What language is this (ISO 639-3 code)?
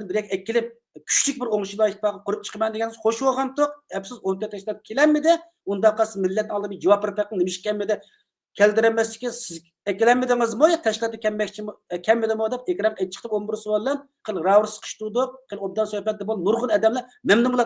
uig